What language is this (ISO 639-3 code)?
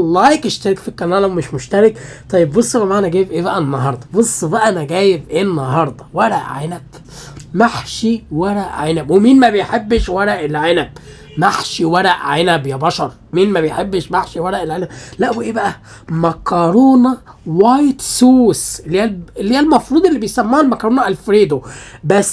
arz